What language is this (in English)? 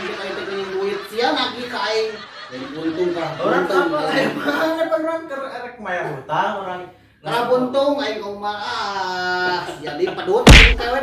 Sundanese